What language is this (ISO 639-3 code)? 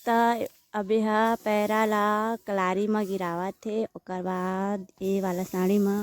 hne